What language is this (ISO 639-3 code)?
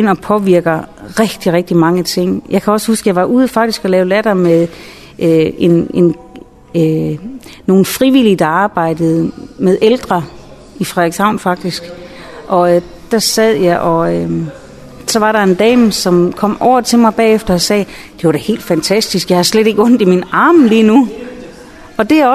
dan